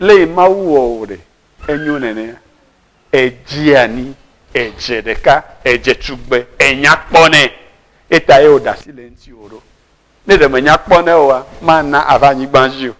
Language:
Ewe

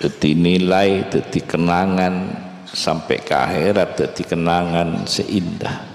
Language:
Madurese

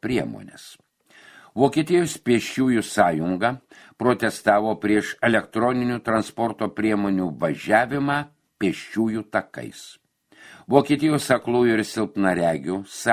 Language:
Lithuanian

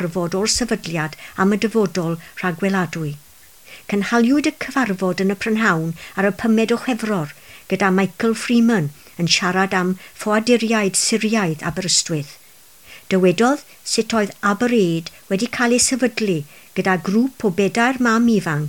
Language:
Welsh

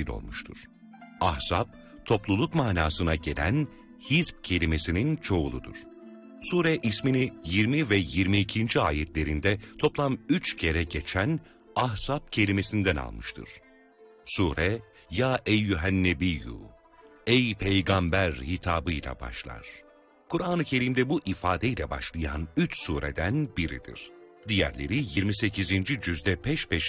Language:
Turkish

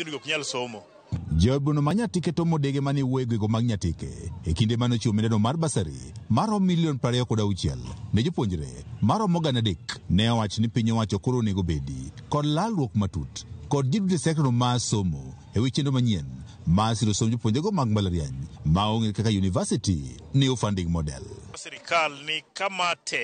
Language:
Luo (Kenya and Tanzania)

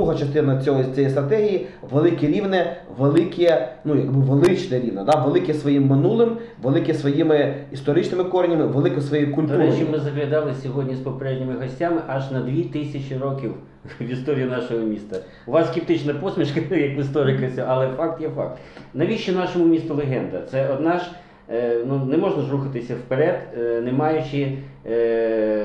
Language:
Ukrainian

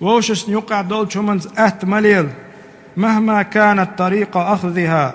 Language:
Chechen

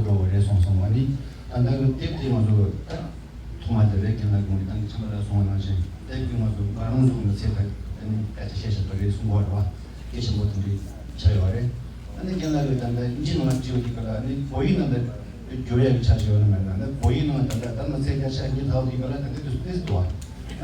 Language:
Tibetan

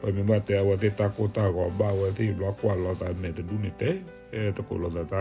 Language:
S'gaw Karen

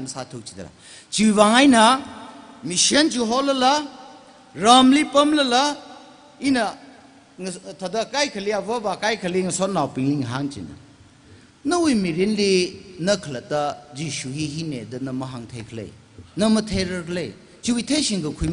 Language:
Tangkhul Naga (India)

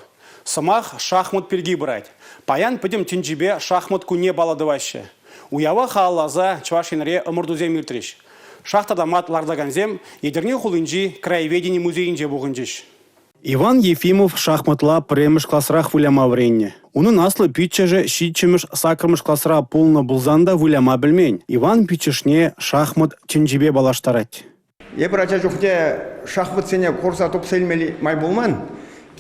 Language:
Chuvash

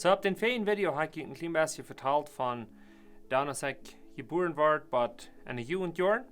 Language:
Plautdietsch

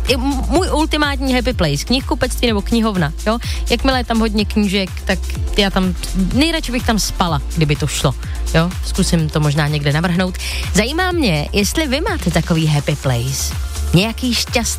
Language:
Czech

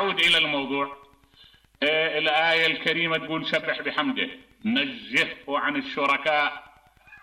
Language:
Mesopotamian Arabic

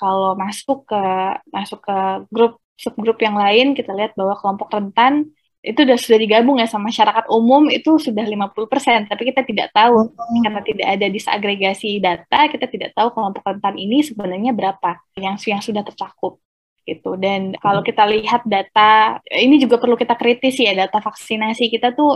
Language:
Indonesian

